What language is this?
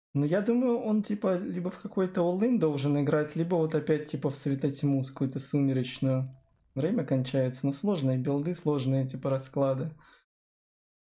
Russian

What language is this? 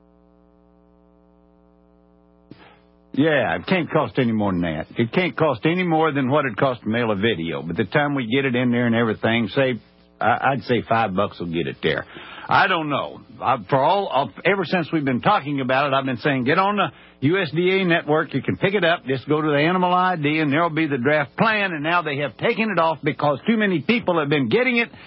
English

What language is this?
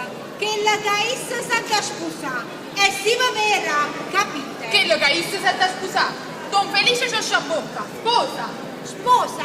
Neapolitan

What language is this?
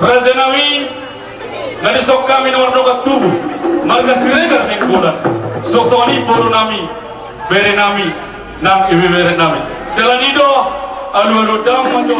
Batak Toba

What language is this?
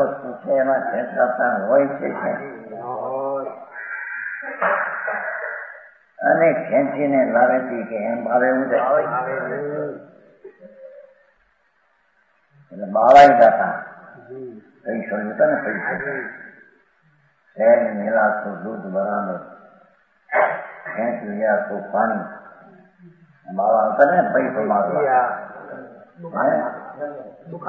Gujarati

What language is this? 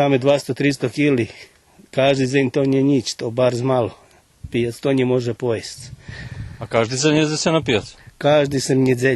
Rusyn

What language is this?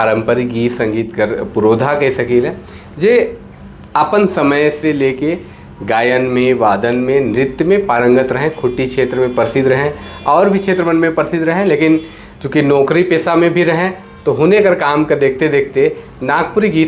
Sadri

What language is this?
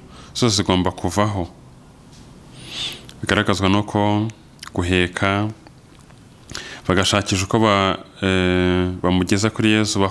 Kinyarwanda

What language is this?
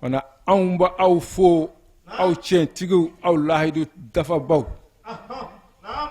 Bambara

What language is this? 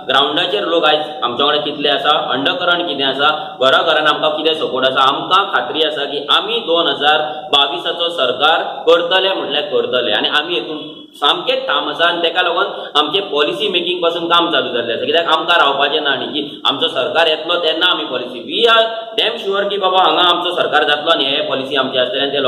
Konkani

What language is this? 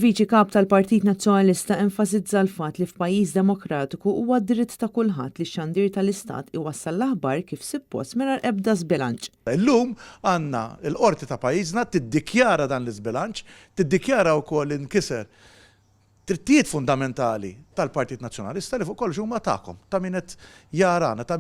Maltese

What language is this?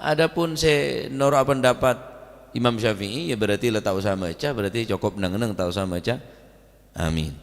Madurese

